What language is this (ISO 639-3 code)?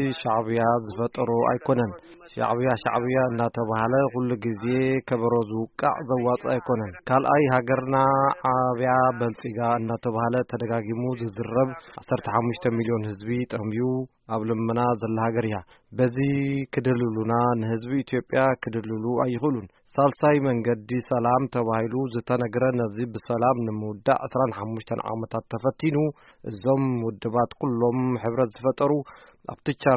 tir